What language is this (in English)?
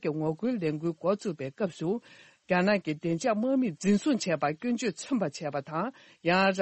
Tibetan